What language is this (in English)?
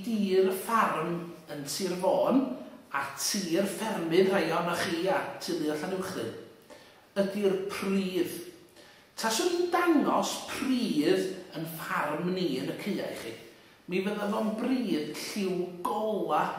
Welsh